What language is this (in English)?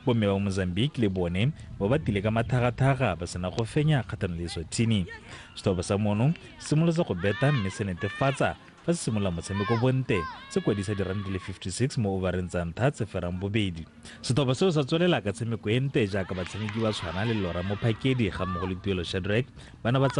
Tswana